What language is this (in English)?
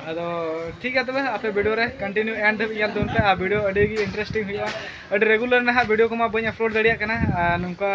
Santali